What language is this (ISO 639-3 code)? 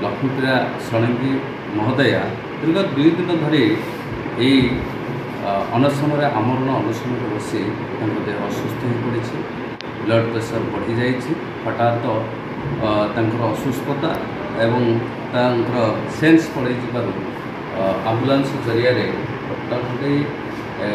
ori